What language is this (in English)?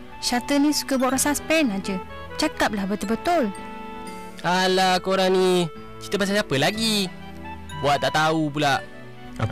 Malay